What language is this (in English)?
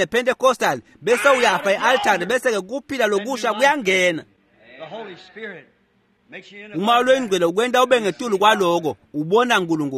Swati